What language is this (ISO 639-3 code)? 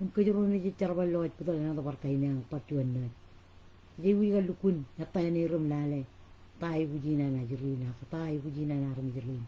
mah